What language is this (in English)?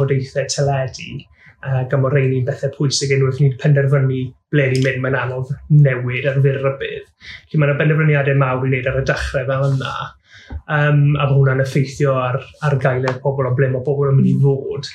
Welsh